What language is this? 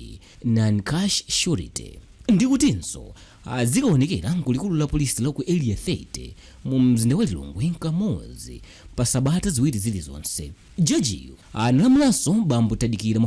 Nyanja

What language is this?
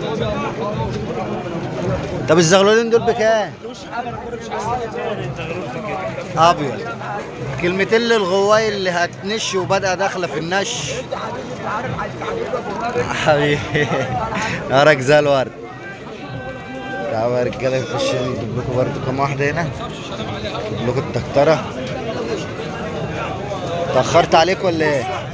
Egyptian Arabic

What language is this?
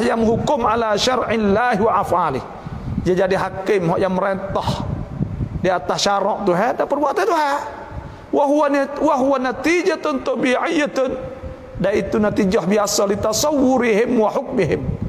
Malay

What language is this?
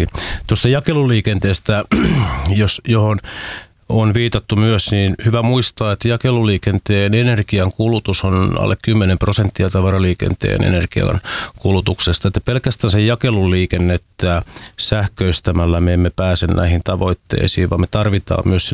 Finnish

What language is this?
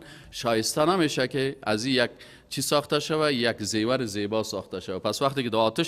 Persian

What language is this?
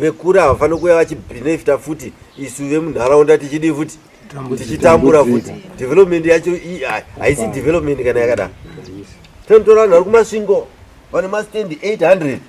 Shona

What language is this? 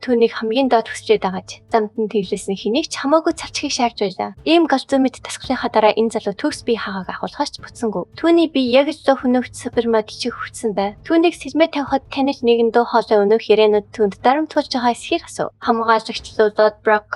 Mongolian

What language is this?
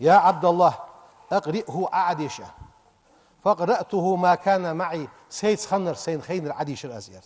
Ingush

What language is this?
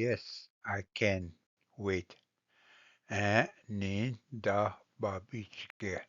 Ojibwa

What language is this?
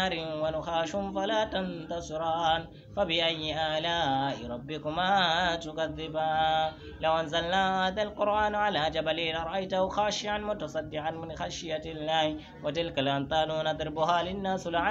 Arabic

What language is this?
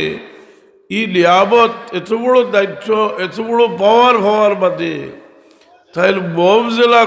Sylheti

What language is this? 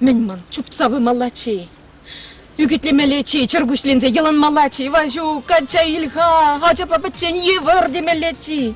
Chuvash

